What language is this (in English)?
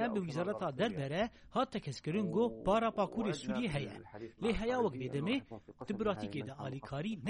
Kurdish